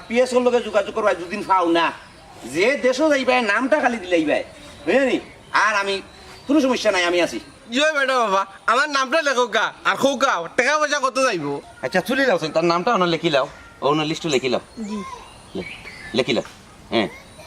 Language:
Sylheti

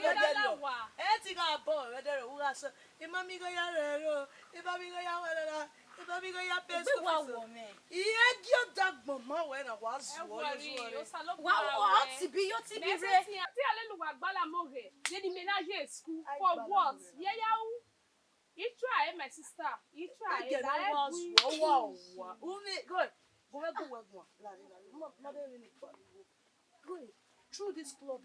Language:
Bini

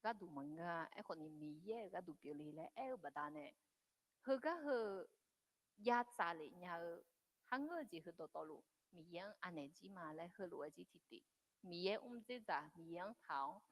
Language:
Akha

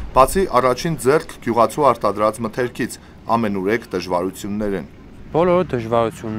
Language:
Armenian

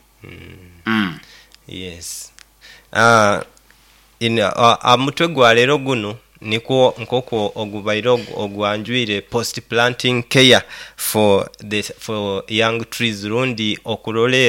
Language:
Nyoro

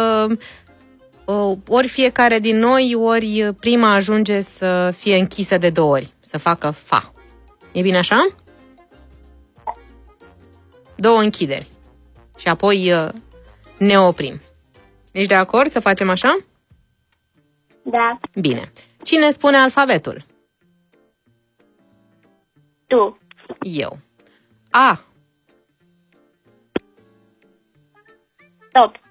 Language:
Romanian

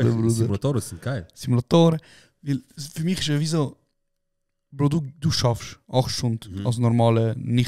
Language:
Swiss German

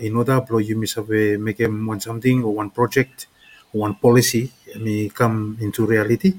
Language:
Bislama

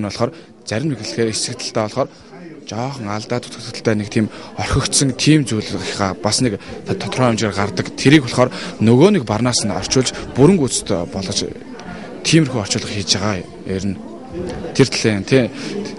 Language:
Mongolian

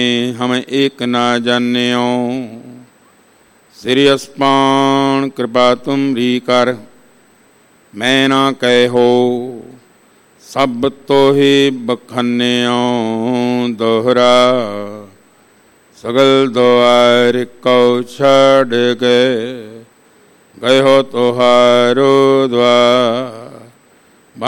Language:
Punjabi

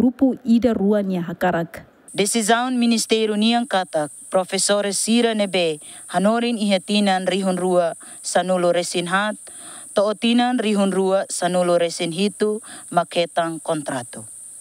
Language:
Tetum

